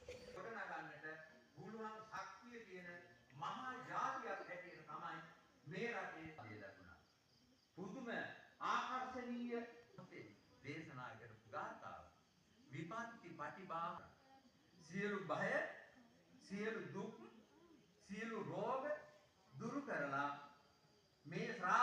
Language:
Sinhala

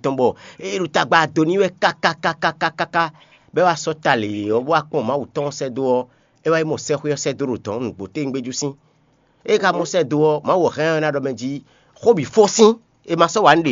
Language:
Fon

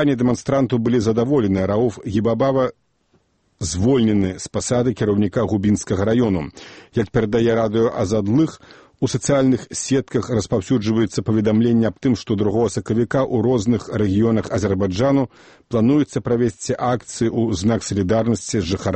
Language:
Belarusian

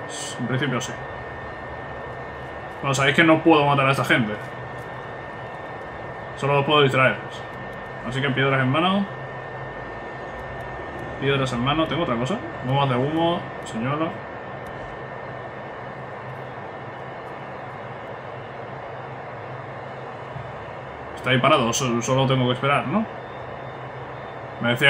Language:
Spanish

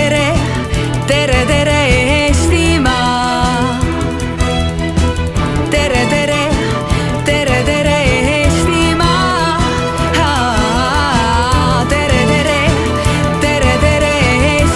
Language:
Estonian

